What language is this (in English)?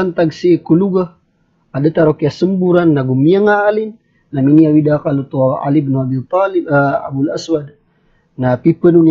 Maranao